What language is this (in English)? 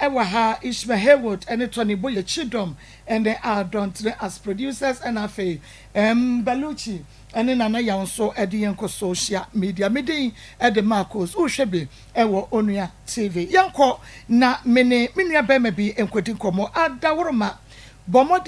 Akan